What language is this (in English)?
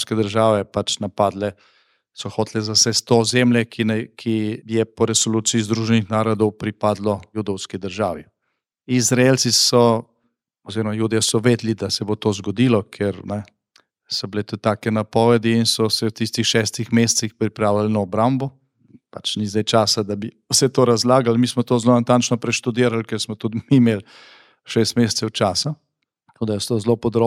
Slovenian